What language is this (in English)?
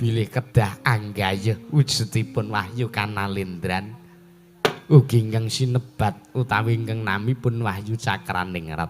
Javanese